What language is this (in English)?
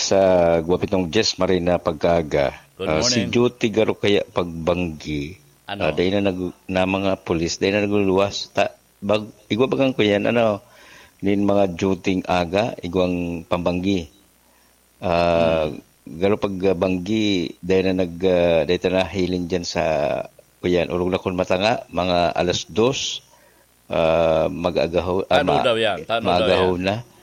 Bikol